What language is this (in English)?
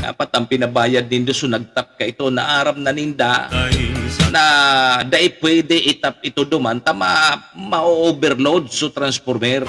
Bikol